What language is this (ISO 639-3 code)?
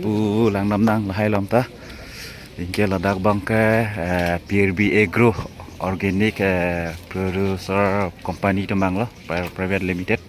mjw